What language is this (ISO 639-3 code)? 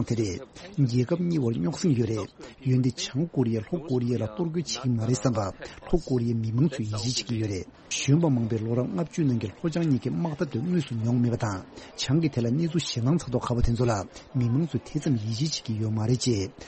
bod